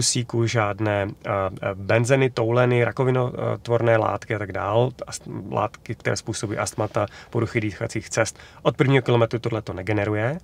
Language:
Czech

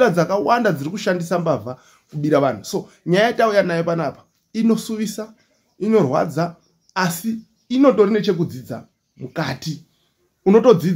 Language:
Shona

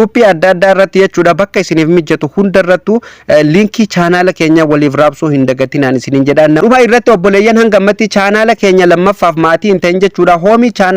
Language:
Oromo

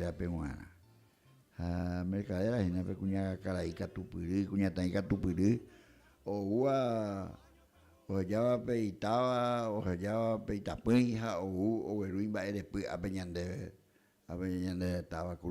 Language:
Guarani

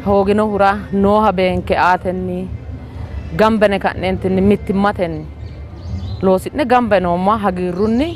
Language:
Sidamo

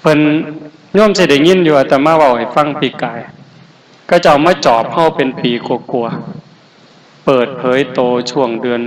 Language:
Northeastern Thai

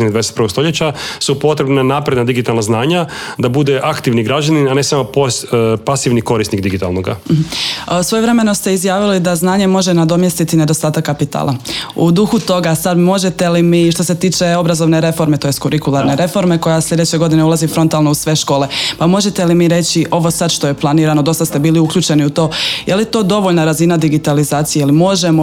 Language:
Croatian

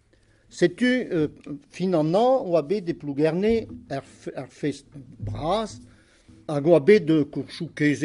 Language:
Breton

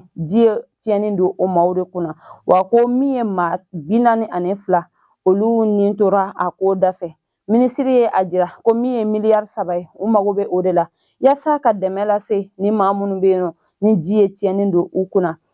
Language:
Bambara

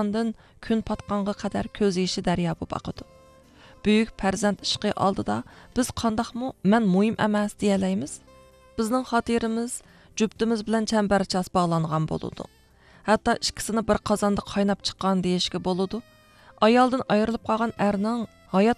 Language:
Uyghur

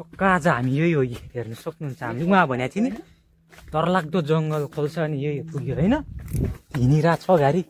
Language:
Nepali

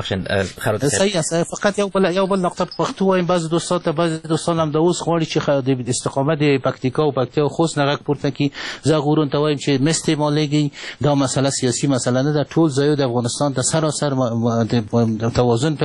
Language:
Persian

